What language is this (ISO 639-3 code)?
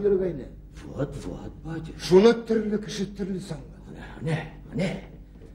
bak